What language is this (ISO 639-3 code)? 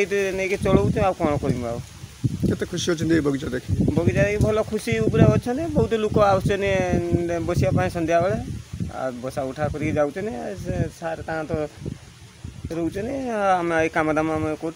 ori